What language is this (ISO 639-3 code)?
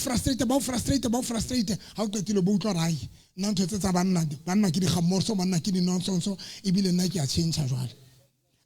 sot